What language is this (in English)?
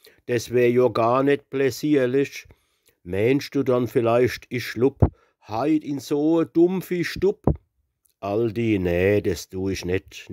Palatine German